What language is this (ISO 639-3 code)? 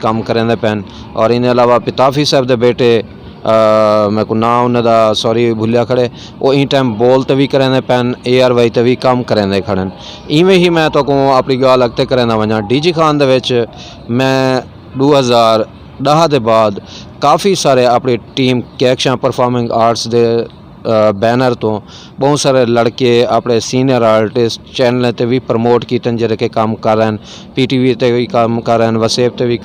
skr